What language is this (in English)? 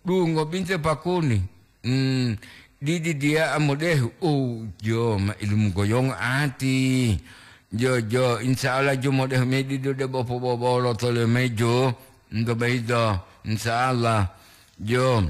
Gorontalo